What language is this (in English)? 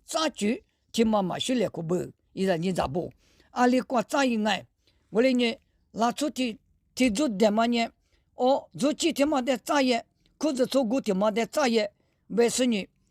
Lisu